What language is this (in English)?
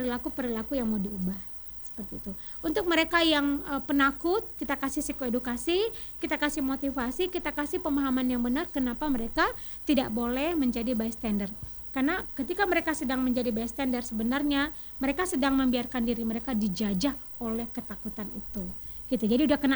Indonesian